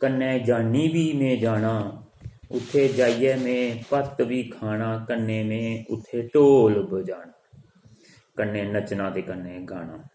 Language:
Dogri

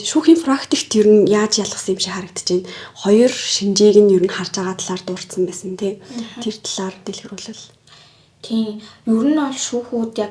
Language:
Mongolian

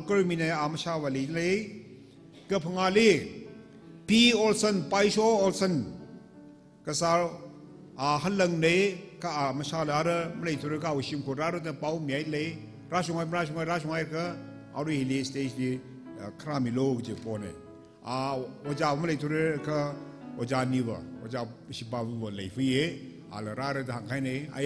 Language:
Tangkhul Naga (India)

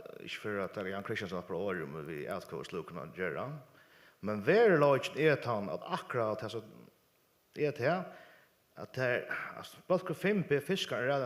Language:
Faroese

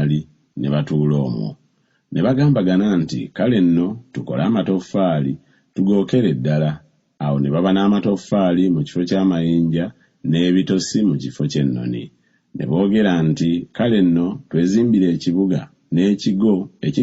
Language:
Ganda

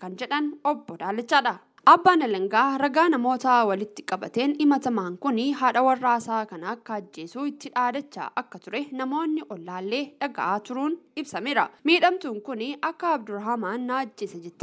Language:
Oromo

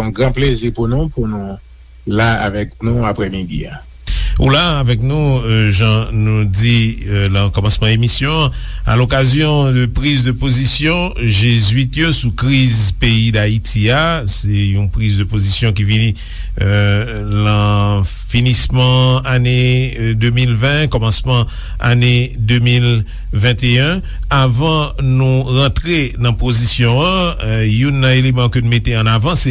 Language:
Haitian Creole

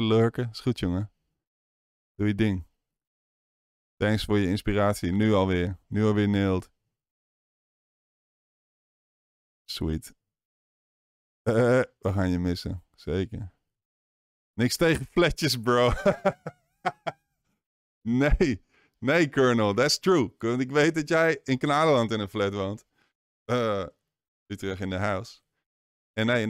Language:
Dutch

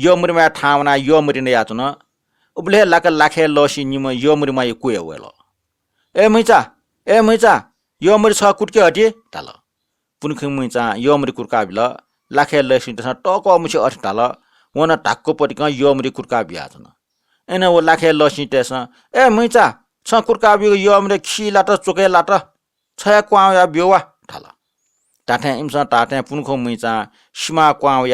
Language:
Newari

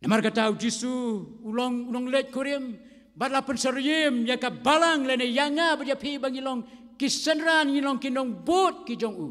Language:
Khasi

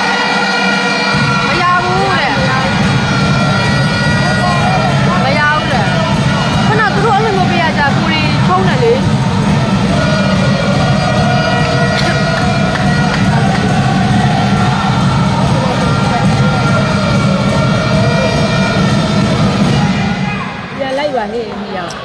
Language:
Burmese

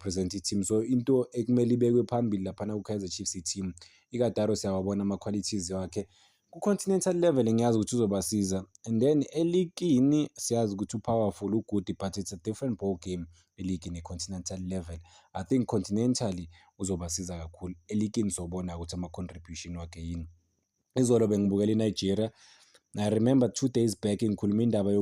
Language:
Zulu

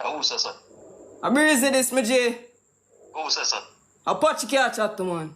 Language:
Jamaican Creole English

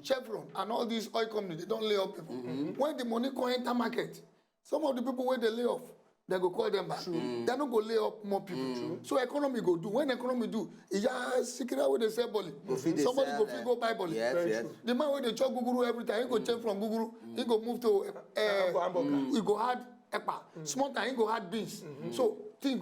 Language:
Nigerian Pidgin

